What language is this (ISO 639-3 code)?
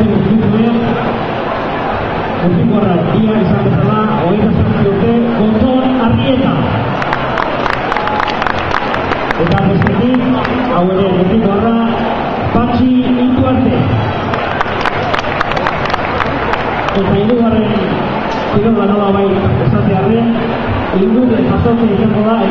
eus